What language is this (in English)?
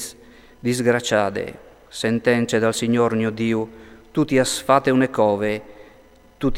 Friulian